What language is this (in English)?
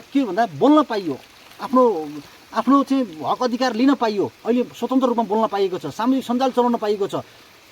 Nepali